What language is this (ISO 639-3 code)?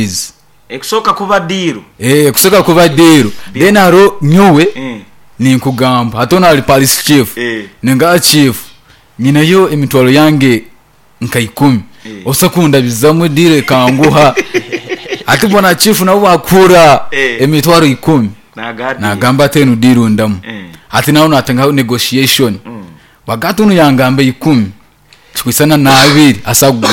nyn